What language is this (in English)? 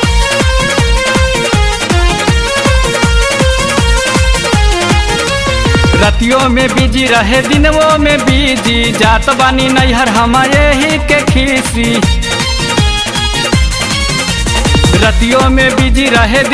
Bhojpuri